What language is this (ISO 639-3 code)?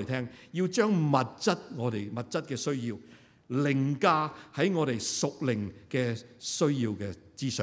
yue